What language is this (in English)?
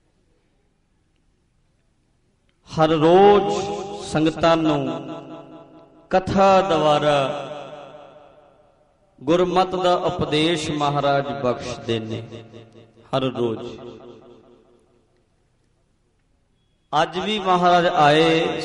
Punjabi